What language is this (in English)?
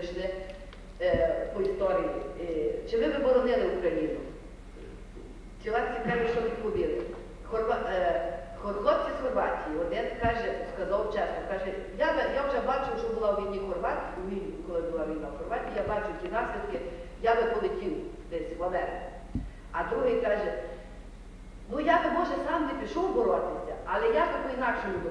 Ukrainian